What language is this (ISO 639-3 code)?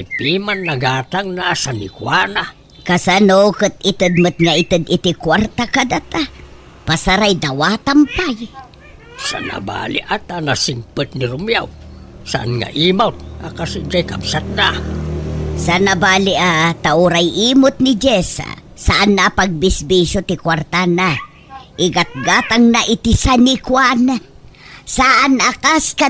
ilo